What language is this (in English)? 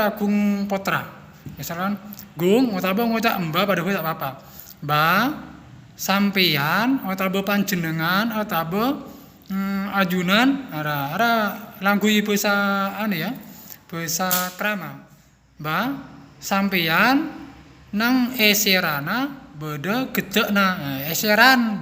Madurese